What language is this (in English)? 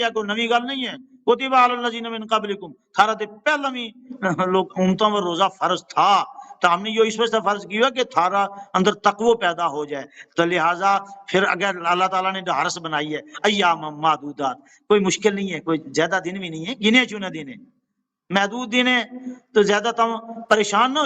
Gujari